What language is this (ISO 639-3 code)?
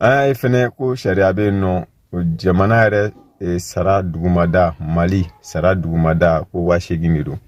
bam